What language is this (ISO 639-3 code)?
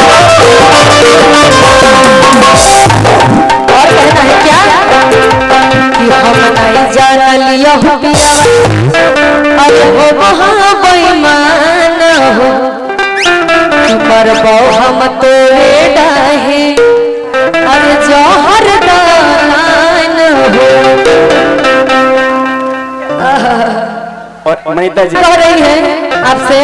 bho